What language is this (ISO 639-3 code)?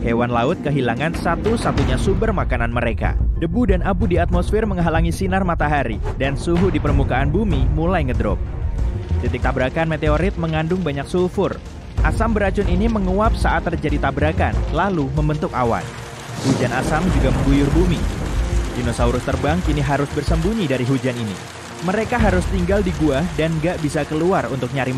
ind